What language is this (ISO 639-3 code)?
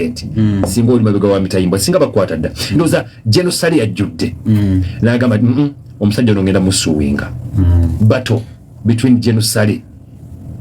lug